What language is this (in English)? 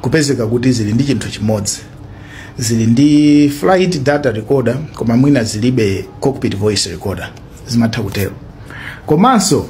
Nyanja